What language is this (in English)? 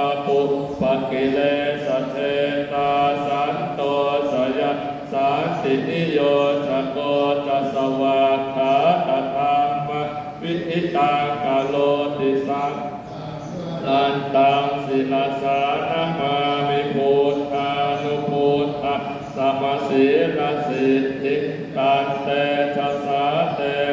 Pali